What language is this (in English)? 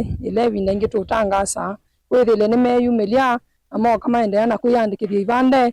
Kamba